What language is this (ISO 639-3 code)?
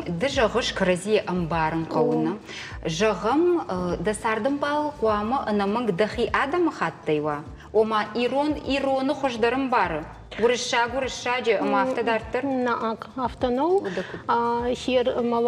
oss